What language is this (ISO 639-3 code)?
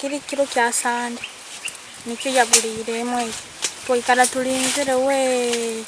nyn